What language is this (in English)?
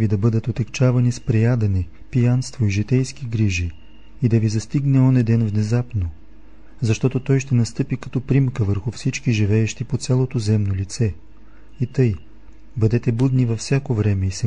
Bulgarian